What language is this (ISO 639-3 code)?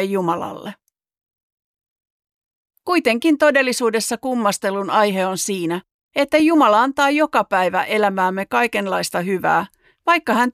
fin